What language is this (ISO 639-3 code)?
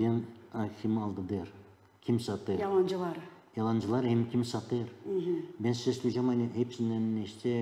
gag